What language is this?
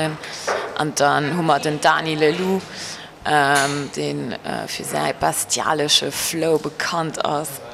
Luxembourgish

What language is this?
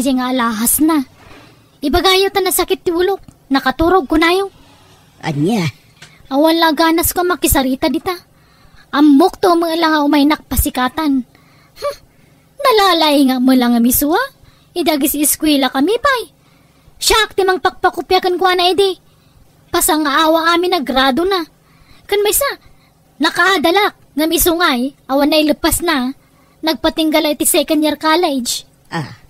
Iloko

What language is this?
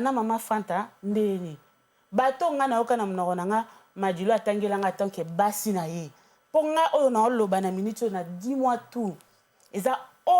Lingala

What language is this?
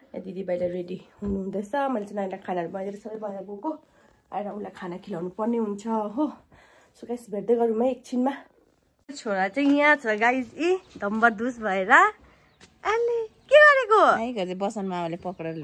Nepali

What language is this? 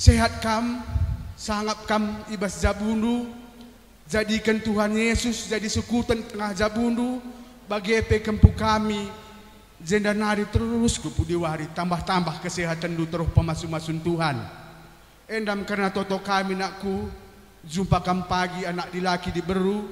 Batak Karo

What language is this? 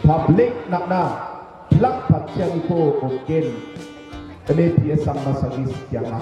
Garo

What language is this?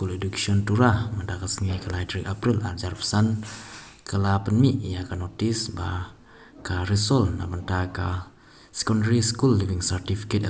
Khasi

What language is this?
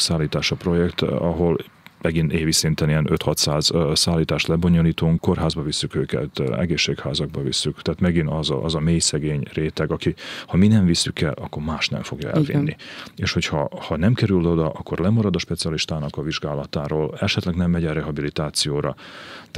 Hungarian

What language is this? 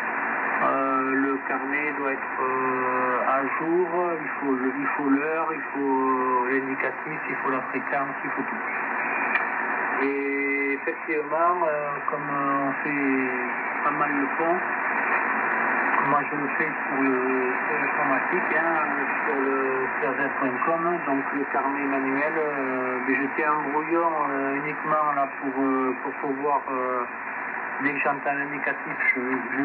French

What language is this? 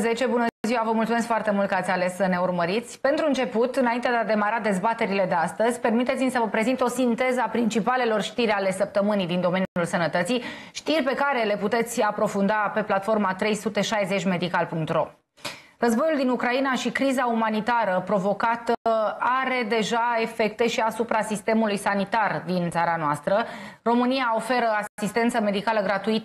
Romanian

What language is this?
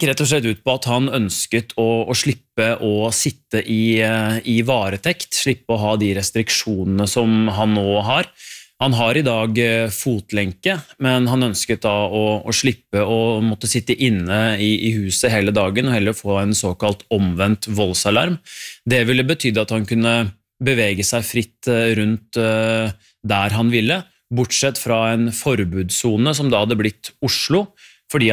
Norwegian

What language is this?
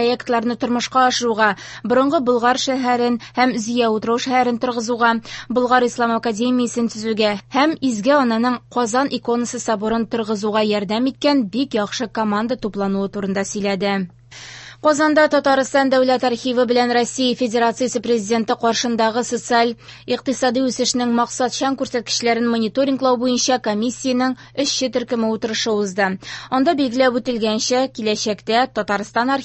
Tatar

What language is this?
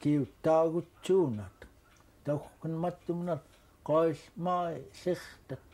Central Yupik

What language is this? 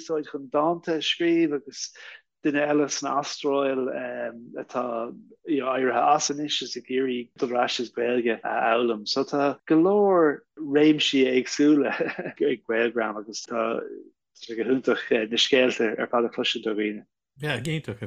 Irish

